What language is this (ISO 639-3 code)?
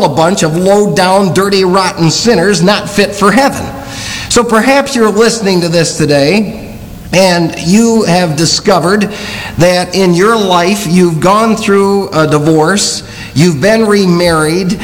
eng